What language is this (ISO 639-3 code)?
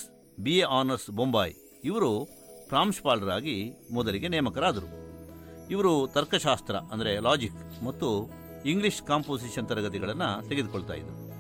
kan